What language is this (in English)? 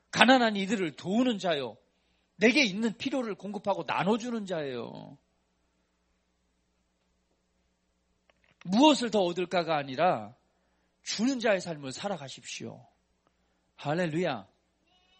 Korean